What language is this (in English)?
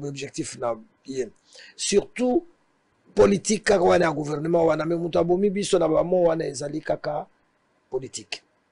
Lingala